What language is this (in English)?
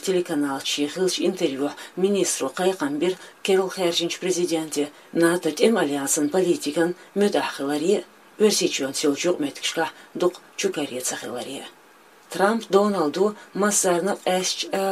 Chechen